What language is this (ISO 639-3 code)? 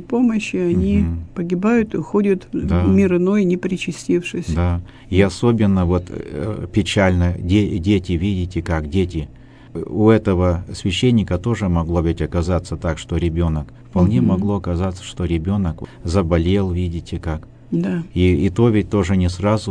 rus